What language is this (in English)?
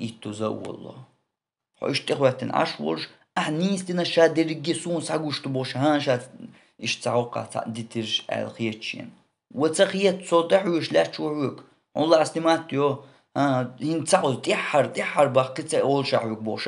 Chechen